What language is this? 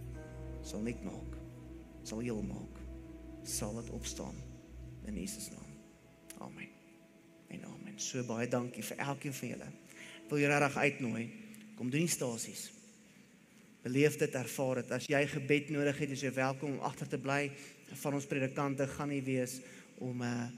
Afrikaans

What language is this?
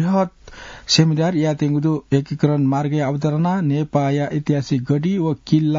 Newari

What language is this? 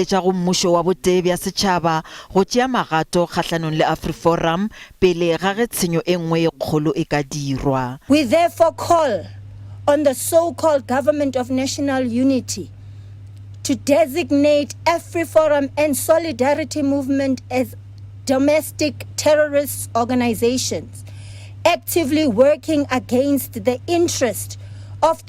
Northern Sotho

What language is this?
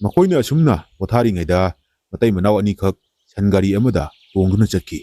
Manipuri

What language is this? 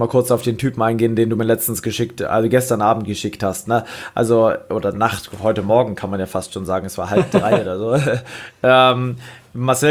German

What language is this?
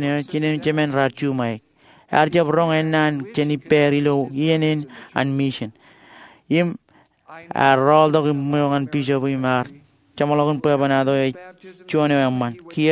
Marshallese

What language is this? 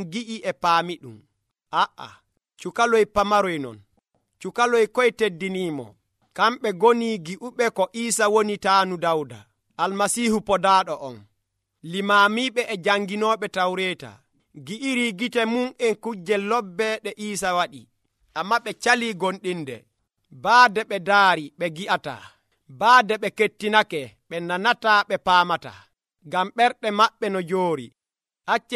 Nigerian Fulfulde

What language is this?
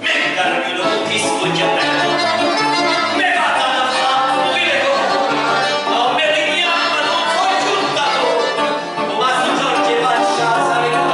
Neapolitan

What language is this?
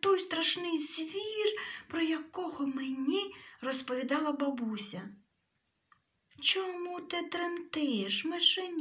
Ukrainian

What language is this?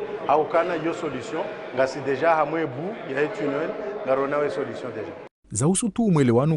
Ngazidja Comorian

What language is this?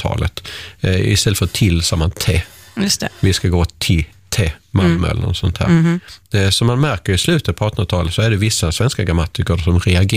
Swedish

